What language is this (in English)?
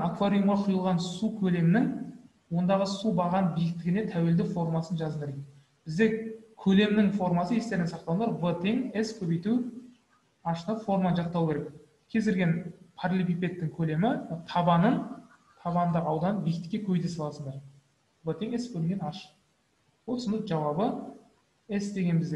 Kazakh